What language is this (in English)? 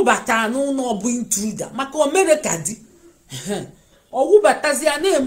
Igbo